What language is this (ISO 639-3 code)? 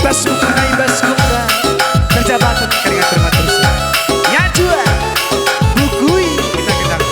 btx